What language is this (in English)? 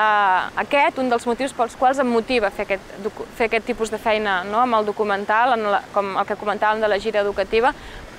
Catalan